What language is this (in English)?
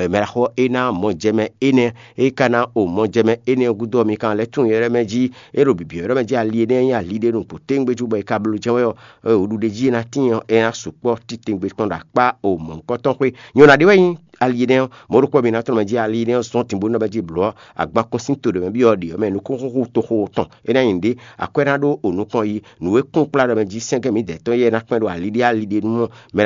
Fon